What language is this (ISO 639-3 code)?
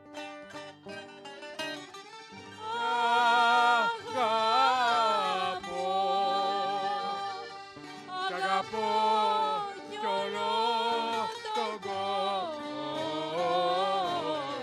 ell